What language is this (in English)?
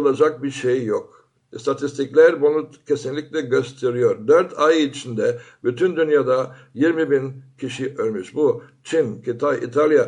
Turkish